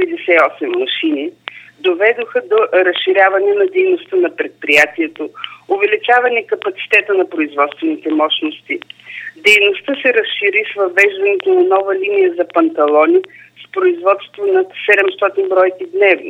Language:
Bulgarian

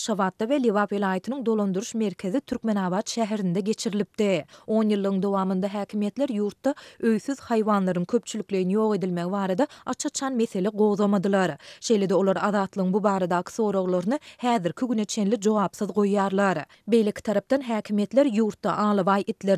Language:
Turkmen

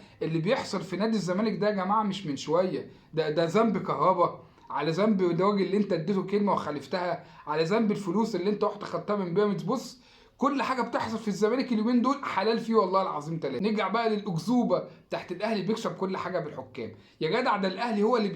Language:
Egyptian Arabic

